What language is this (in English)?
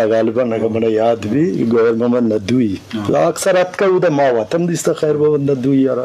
Eastern Balochi